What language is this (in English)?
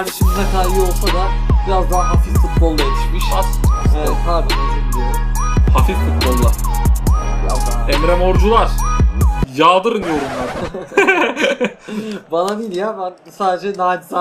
Turkish